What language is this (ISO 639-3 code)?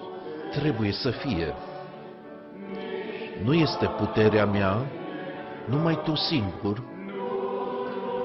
ron